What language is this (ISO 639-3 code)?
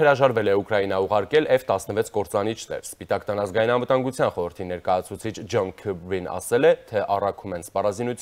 hye